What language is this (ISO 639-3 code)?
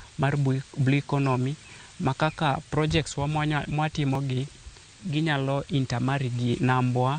luo